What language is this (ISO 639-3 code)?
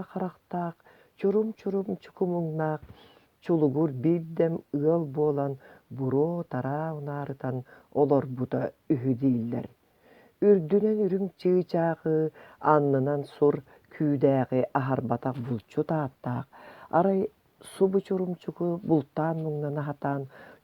sah